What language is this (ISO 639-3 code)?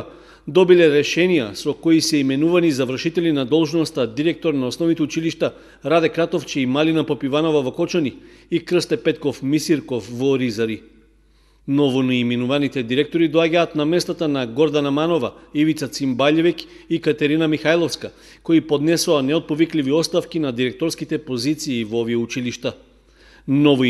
mkd